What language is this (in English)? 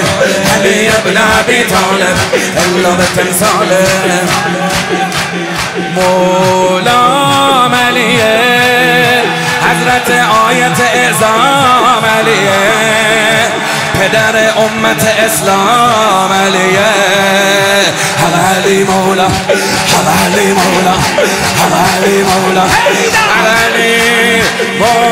Persian